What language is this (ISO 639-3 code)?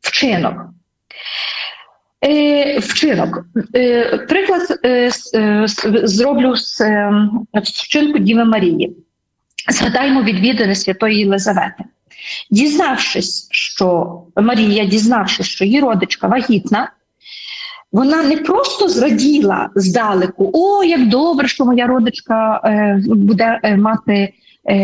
ukr